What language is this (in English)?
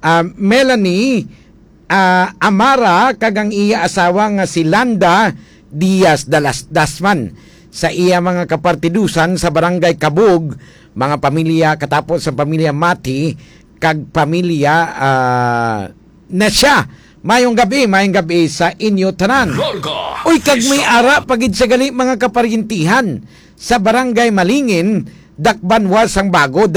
Hiligaynon